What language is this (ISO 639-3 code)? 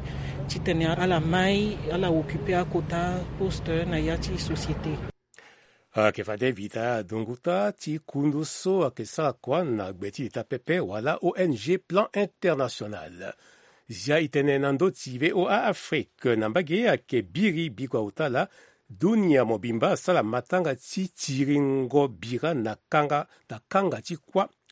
sag